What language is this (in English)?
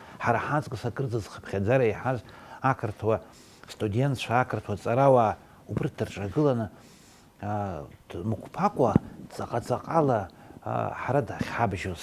Abkhazian